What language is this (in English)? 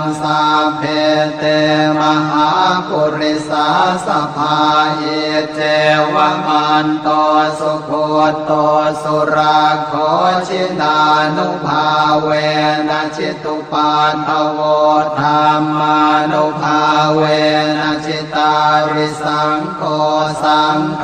Pali